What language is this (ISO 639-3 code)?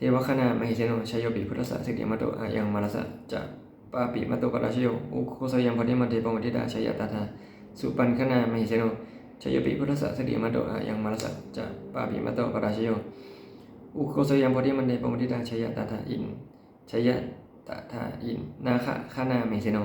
pli